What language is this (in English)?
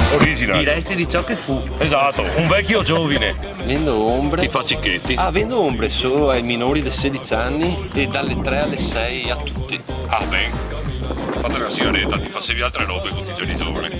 Venetian